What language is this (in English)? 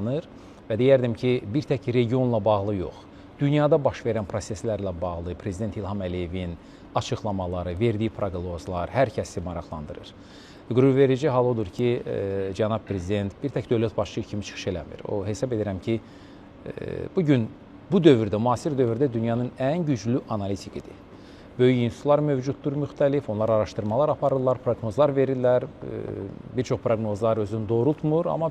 Azerbaijani